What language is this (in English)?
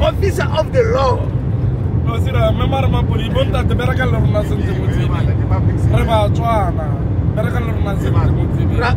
Tswana